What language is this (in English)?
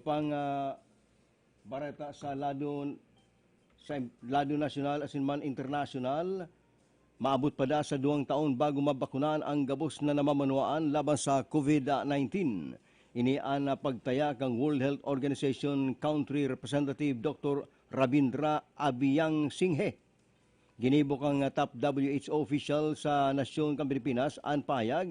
Bikol